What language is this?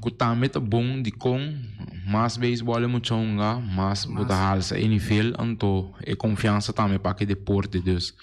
Papiamento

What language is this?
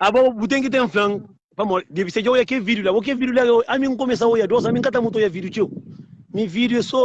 Kabuverdianu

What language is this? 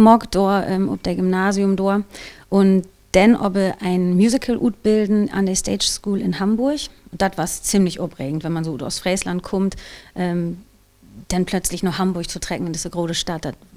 Low German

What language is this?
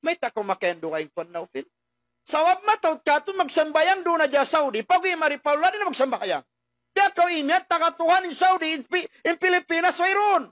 Tausug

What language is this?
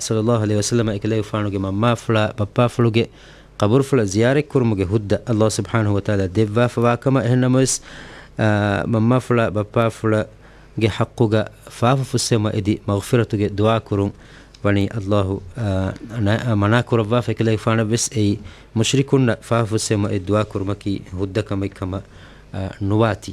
Divehi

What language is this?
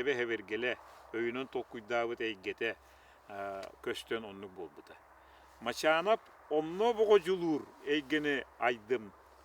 Yakut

